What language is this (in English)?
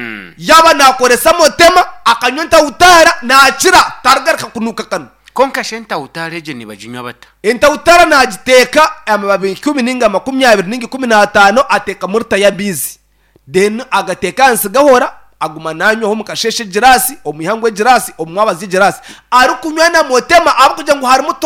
Nyankole